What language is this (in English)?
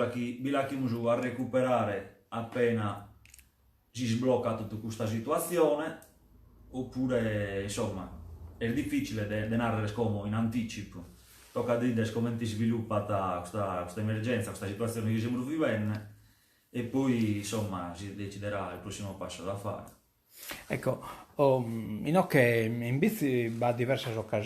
Sardinian